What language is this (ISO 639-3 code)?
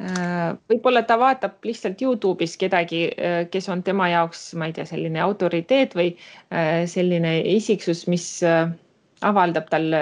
est